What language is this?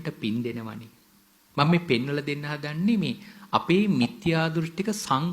Sinhala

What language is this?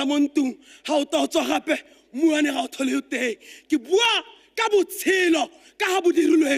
Tswana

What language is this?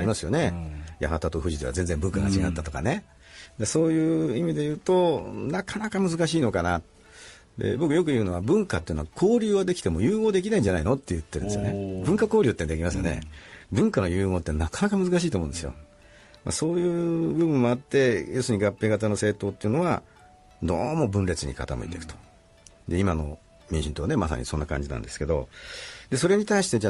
Japanese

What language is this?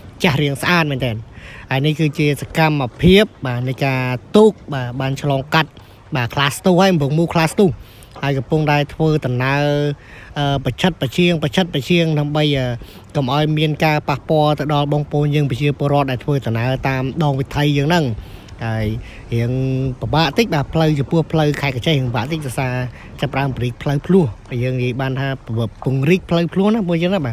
Khmer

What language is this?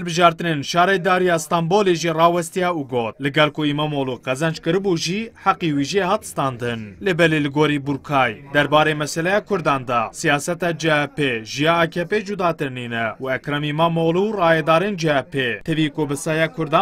Kurdish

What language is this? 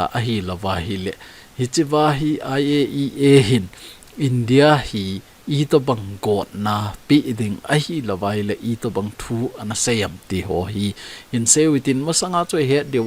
Thado Chin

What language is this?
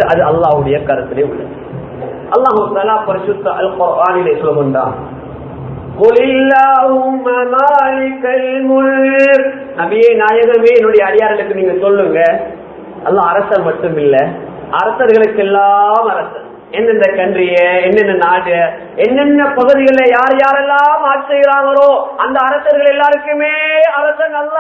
Tamil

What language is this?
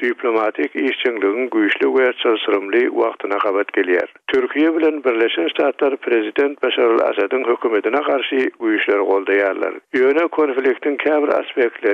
Turkmen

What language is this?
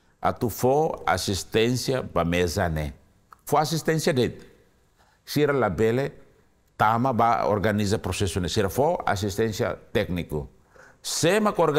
Tetum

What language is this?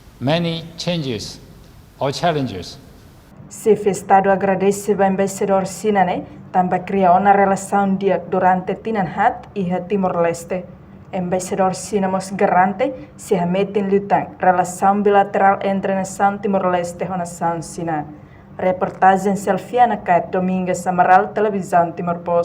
Tetum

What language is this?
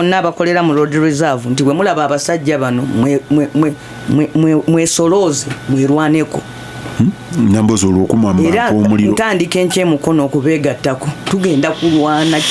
Ganda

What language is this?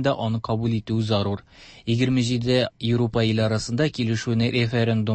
Tatar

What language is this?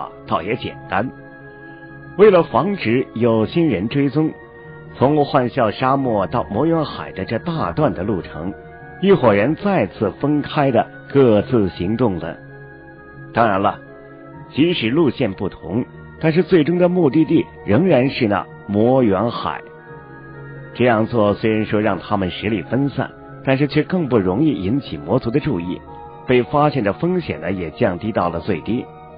Chinese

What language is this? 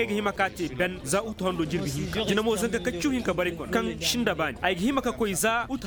Koyraboro Senni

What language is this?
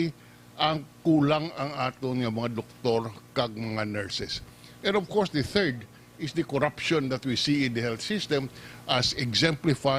Hiligaynon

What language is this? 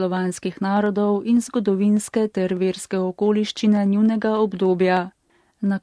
Slovenian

